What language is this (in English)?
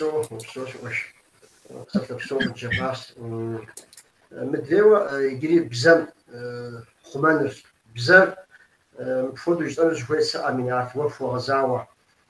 Kabardian